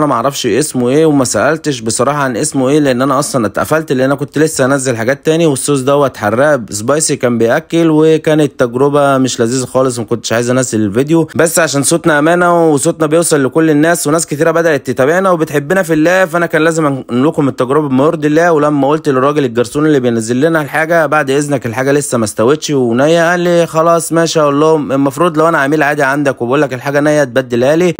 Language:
Egyptian Arabic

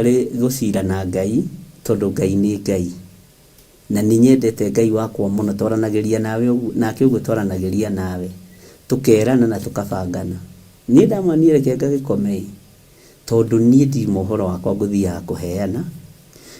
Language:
Kikuyu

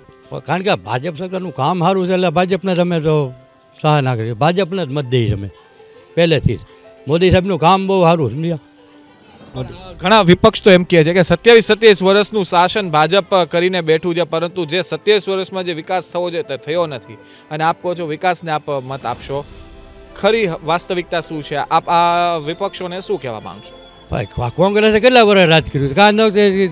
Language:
Gujarati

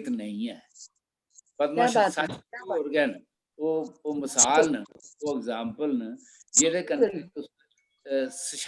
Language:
Dogri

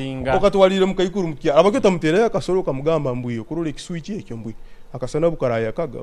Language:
Nyoro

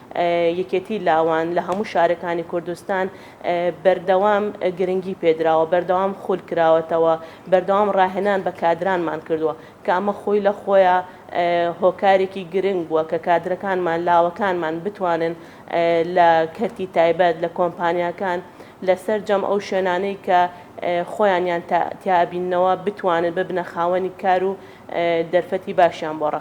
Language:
Central Kurdish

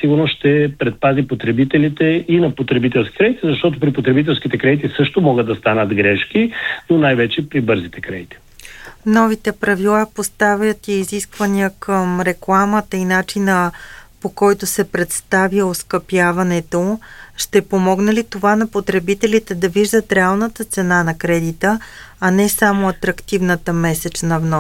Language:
Bulgarian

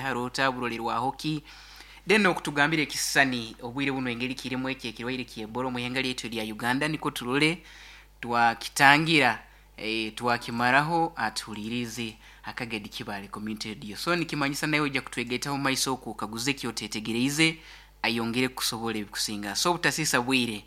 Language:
Nyoro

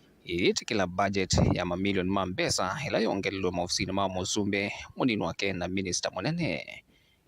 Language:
Kamba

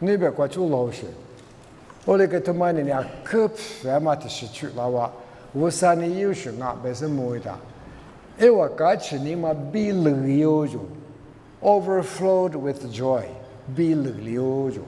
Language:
Lisu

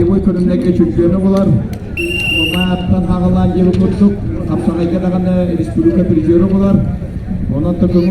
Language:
Yakut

